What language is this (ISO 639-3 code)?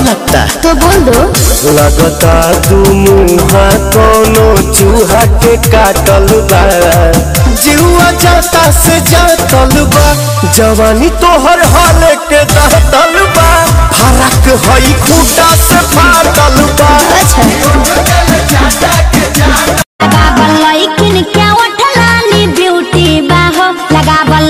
bho